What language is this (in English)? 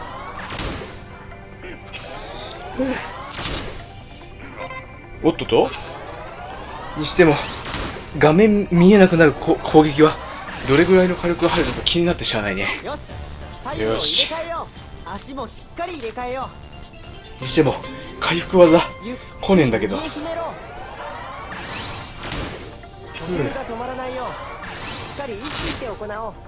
Japanese